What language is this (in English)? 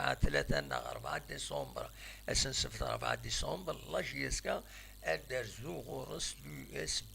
Kabyle